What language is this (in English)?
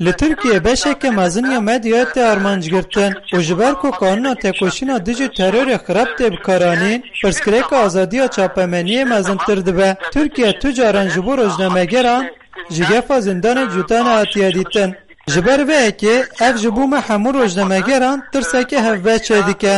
Kurdish